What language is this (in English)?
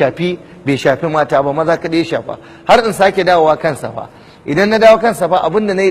Hausa